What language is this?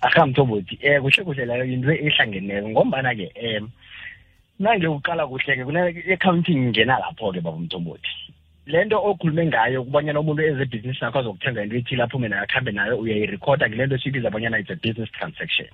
South Ndebele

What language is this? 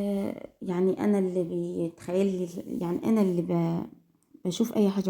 Egyptian Arabic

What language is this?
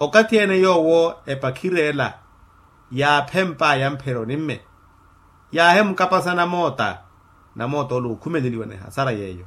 Makhuwa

